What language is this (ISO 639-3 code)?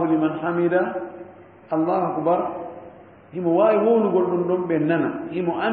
ful